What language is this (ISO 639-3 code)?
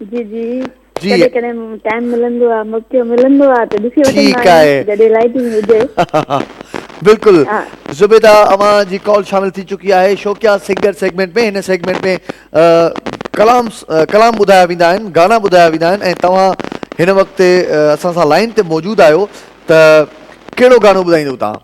snd